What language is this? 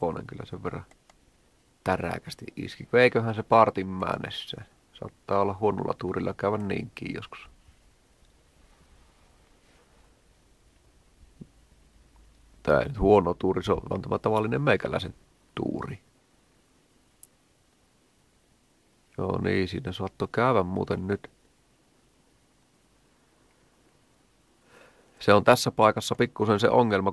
Finnish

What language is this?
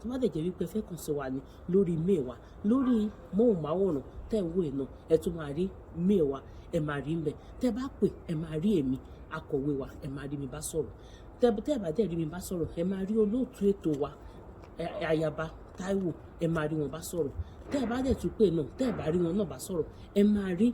Yoruba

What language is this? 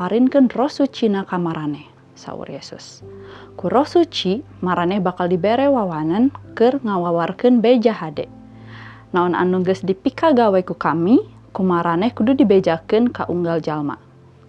Sundanese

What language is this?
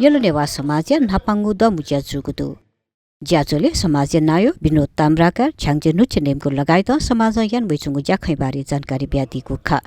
Newari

